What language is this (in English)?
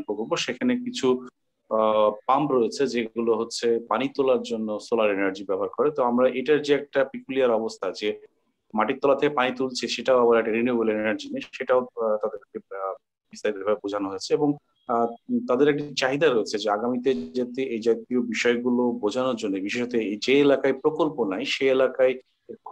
Bangla